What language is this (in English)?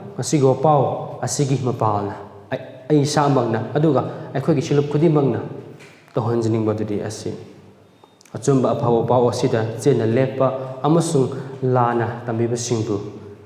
Manipuri